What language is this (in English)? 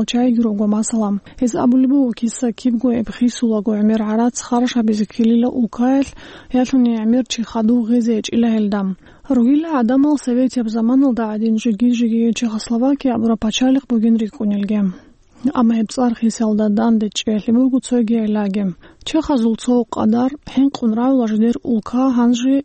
Avaric